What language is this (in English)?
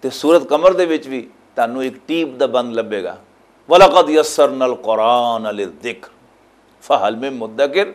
Western Panjabi